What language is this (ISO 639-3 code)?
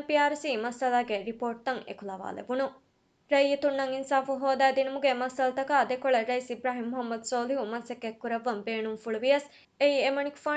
div